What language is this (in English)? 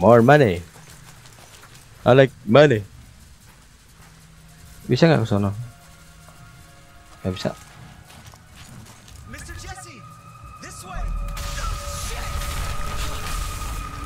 Indonesian